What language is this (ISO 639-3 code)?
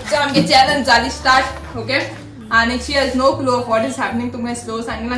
kok